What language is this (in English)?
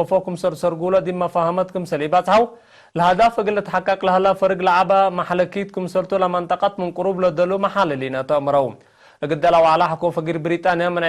Tigre